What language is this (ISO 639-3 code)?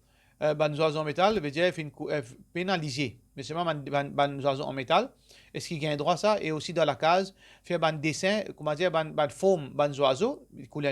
mfe